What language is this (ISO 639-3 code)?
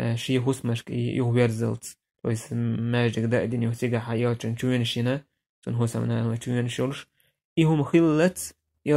che